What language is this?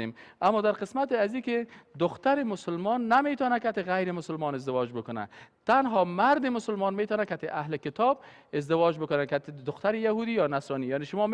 Persian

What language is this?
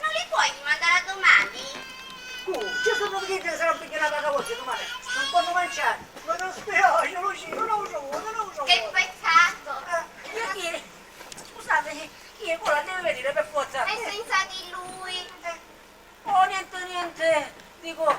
Sicilian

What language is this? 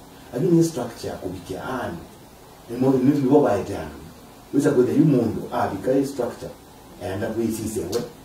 Kamba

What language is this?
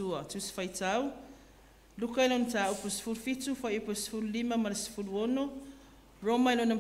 Samoan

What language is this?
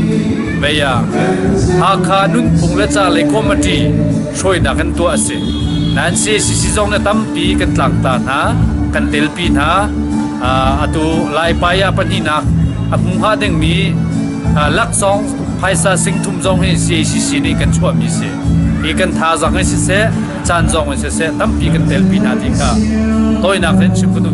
Hakha Chin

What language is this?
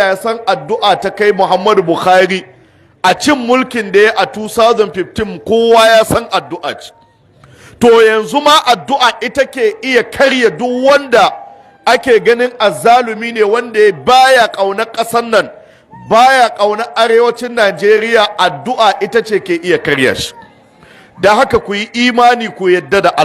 Hausa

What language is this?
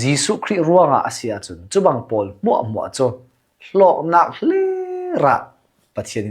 Hakha Chin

